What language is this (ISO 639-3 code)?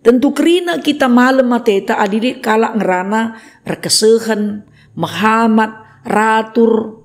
btx